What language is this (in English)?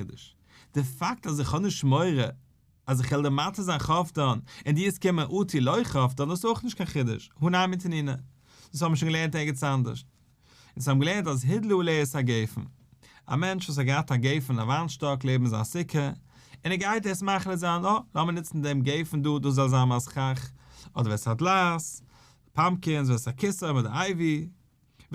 Yiddish